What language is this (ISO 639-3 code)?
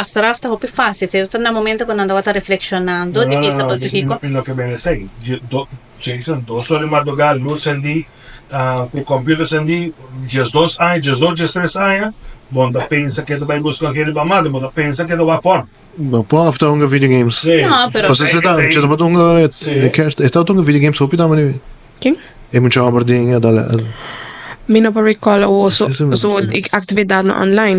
pap